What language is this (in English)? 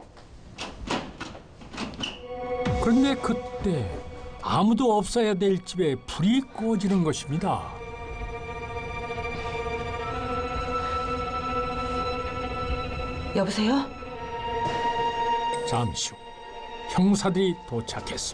Korean